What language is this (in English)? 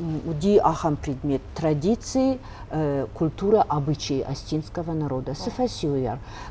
Ossetic